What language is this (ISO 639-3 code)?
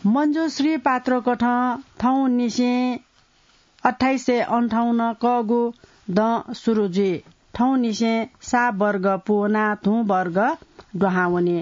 new